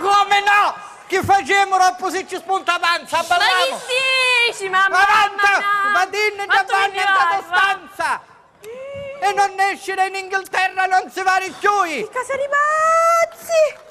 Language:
Sicilian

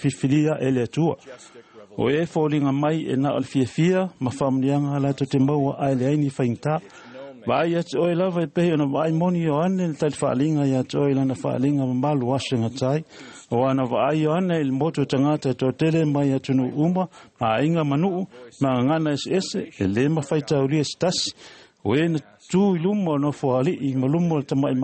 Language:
Samoan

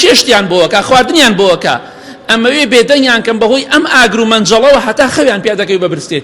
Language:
Central Kurdish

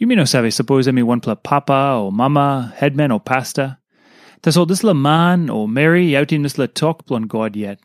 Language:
Tok Pisin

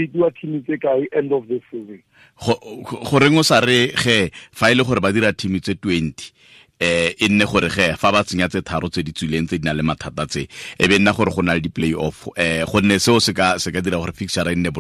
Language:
Tswana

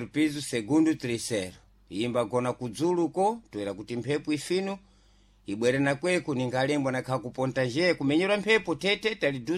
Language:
Sena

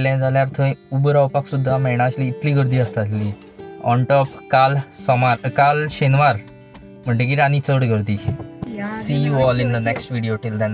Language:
Konkani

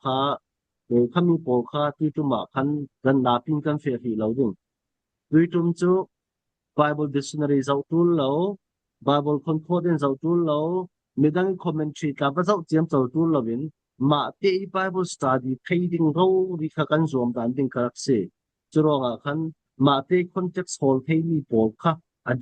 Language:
Falam Chin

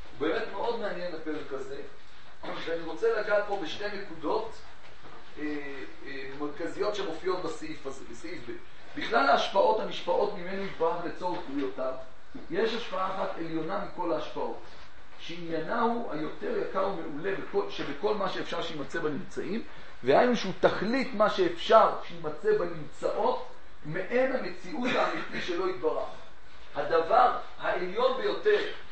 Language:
Hebrew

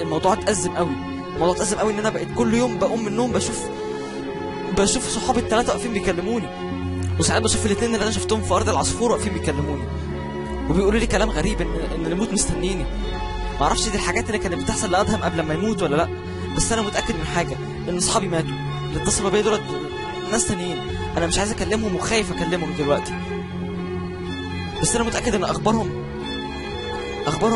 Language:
Egyptian Arabic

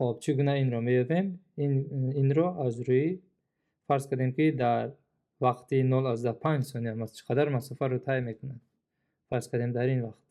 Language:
Tajik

